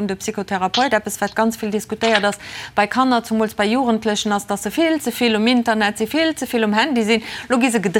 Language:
Luxembourgish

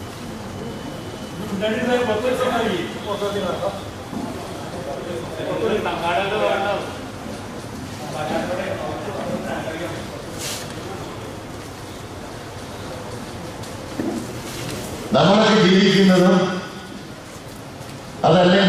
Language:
Malayalam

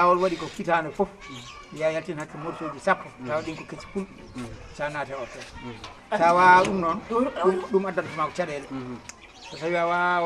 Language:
Fula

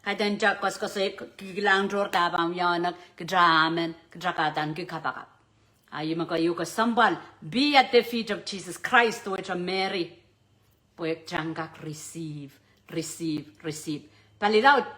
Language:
Pohnpeian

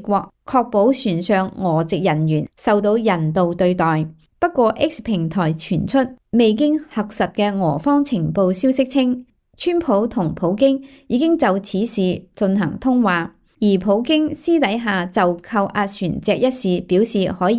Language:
Cantonese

